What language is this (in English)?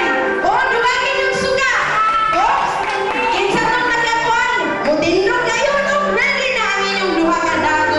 Cebuano